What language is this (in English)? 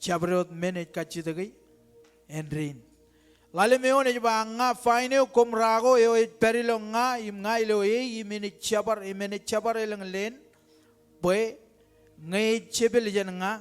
Marshallese